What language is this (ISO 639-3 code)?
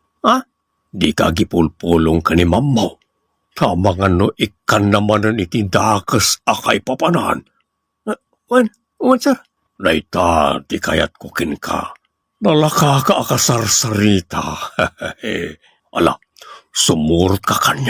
ilo